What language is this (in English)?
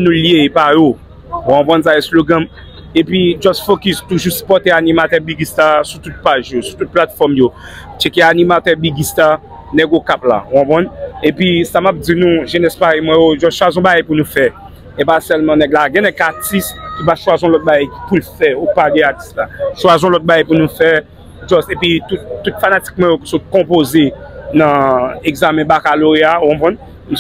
Haitian Creole